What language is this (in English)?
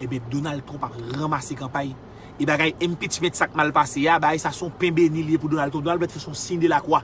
Haitian Creole